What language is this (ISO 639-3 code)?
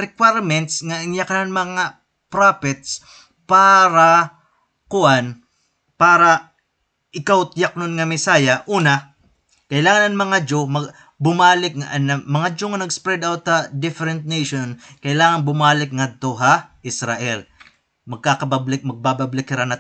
war